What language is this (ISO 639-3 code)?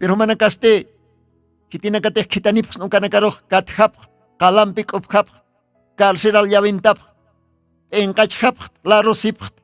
aym